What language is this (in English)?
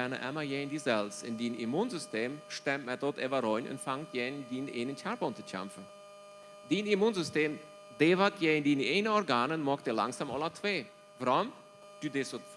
Plautdietsch